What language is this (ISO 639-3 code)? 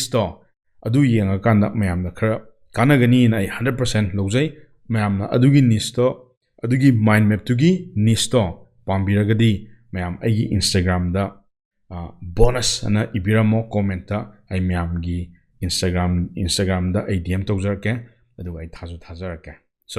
mni